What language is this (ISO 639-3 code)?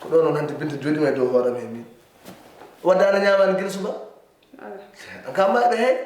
ful